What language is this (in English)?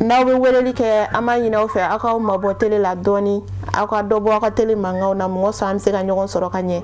Bambara